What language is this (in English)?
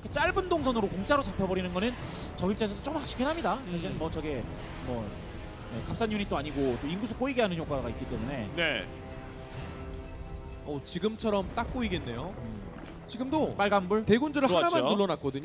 Korean